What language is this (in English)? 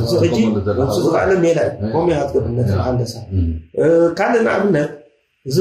Tigrinya